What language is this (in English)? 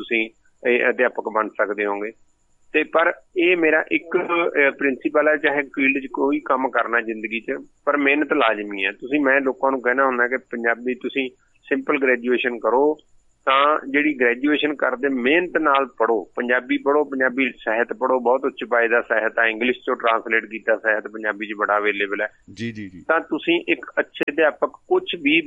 Punjabi